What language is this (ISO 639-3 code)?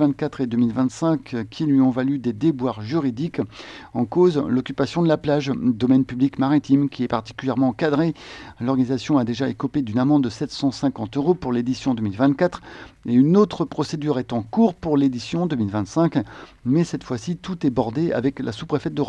fra